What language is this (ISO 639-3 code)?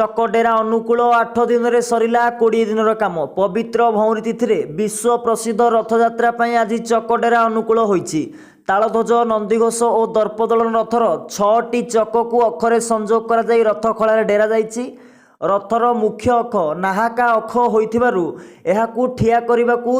ori